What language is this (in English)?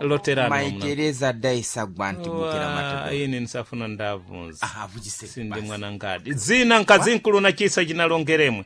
Sena